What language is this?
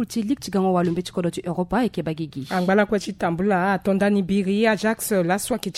Sango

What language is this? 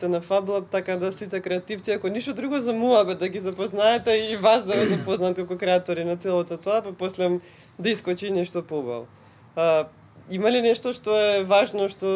Macedonian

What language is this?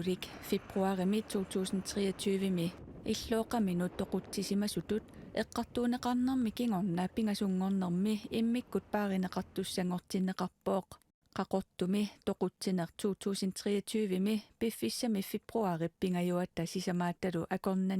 Kalaallisut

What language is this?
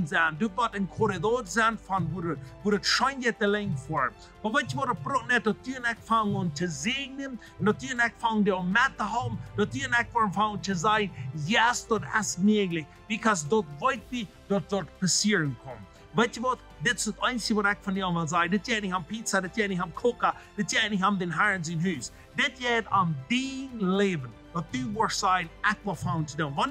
Plautdietsch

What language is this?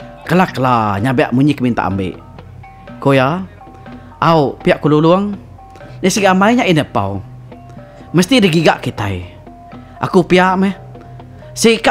Iban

